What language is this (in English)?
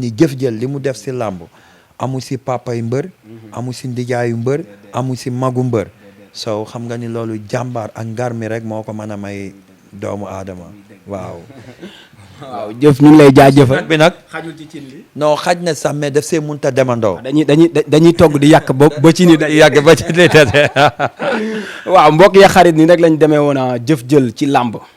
Wolof